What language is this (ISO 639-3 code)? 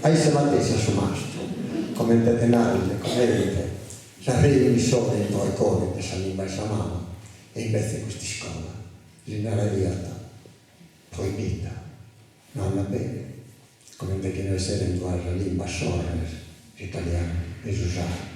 srd